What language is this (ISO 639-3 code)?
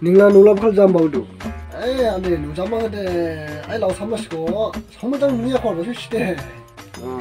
dis